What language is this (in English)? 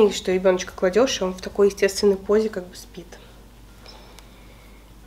Russian